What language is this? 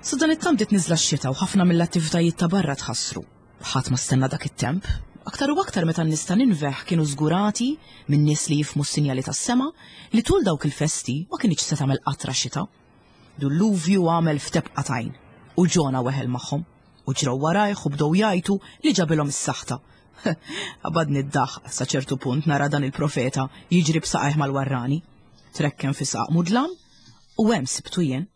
Maltese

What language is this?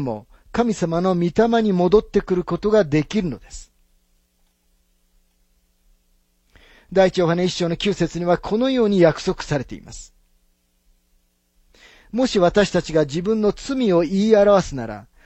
Japanese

